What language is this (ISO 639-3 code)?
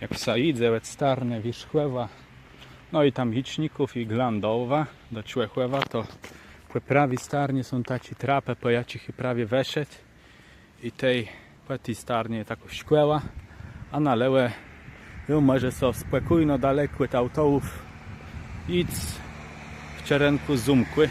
csb